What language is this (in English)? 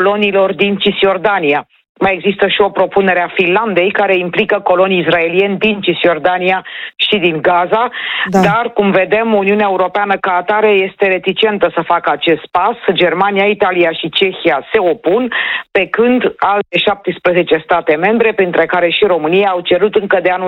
Romanian